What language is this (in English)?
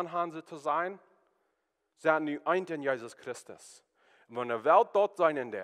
Plautdietsch